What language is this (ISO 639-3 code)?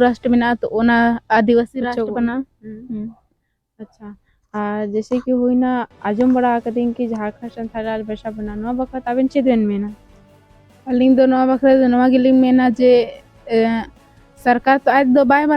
sat